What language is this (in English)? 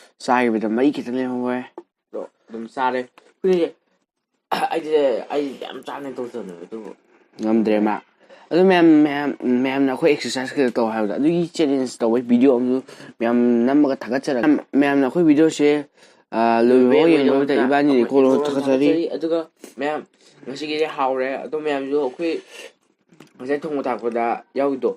Manipuri